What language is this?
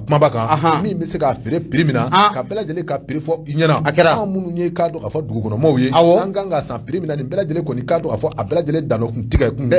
Bambara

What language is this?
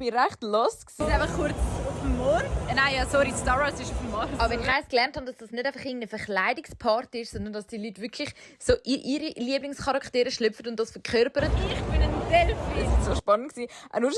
Swiss German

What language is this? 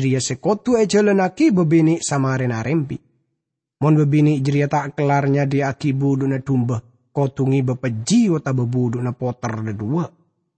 Madurese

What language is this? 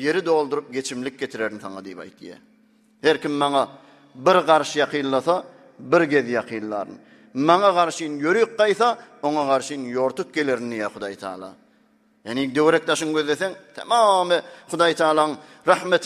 Turkmen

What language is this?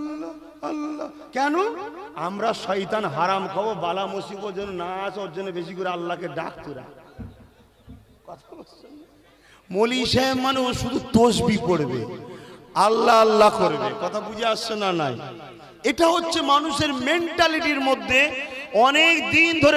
Bangla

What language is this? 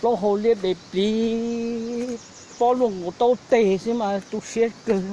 Hmong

